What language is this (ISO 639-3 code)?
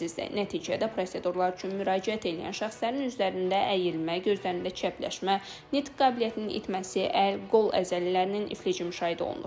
aze